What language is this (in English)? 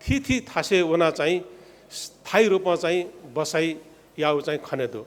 Newari